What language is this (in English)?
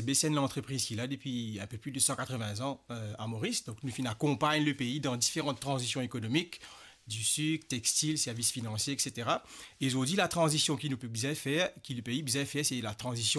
Morisyen